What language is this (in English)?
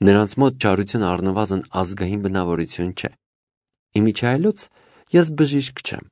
Armenian